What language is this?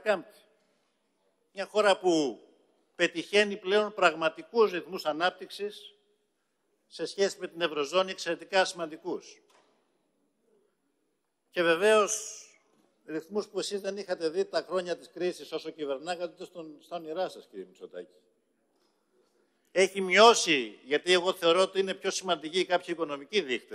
Greek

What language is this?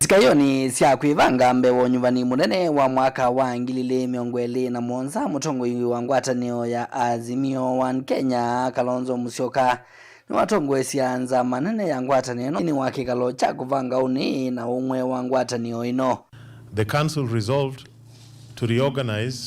Kamba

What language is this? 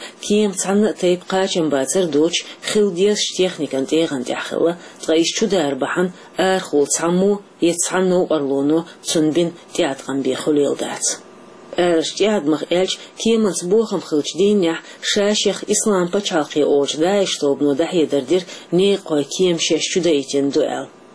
Chechen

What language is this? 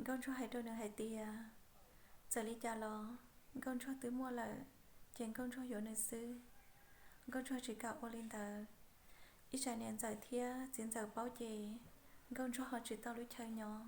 Hmong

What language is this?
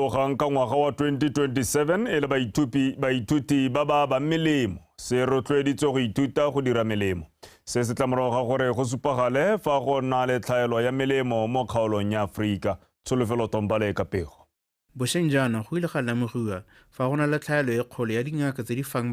Tswana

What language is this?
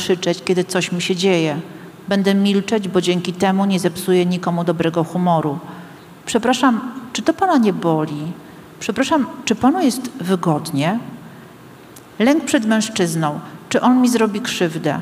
Polish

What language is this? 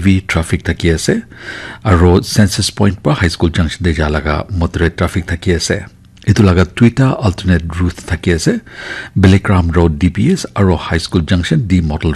Naga Pidgin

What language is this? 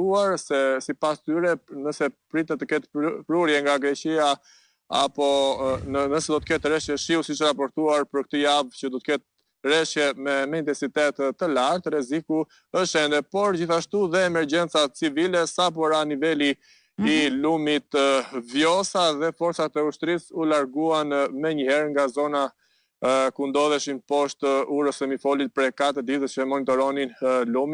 Albanian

